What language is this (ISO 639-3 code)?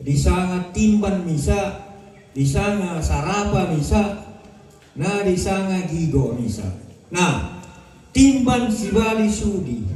sda